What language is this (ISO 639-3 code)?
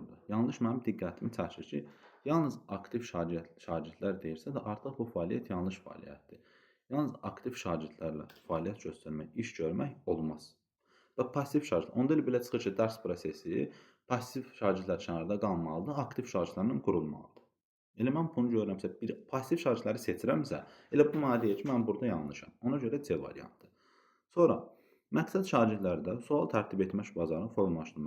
aze